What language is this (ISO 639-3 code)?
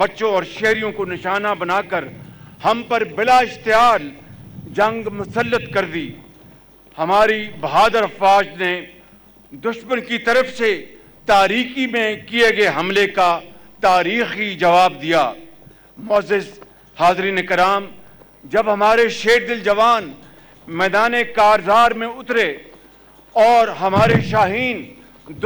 urd